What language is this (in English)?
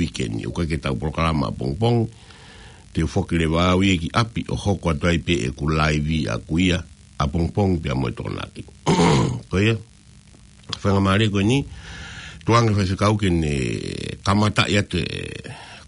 Tongan